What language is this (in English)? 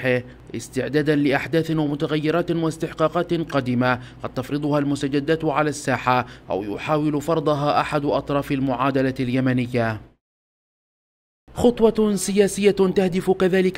Arabic